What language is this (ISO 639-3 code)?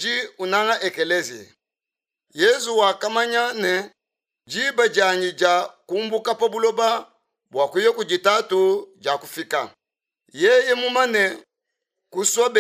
lua